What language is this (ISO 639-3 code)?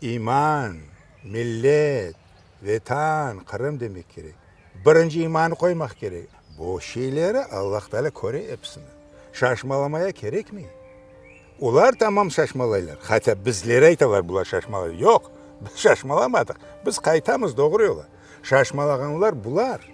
crh